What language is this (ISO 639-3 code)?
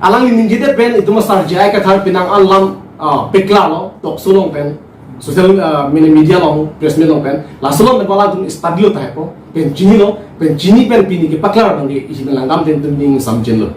mjw